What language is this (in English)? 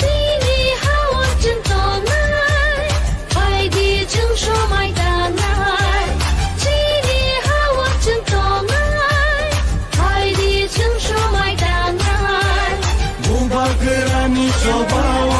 Kok Borok